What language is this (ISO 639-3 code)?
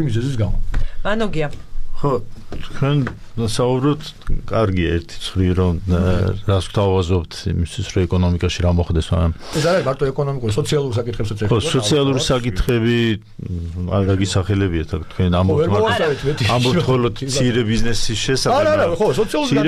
kat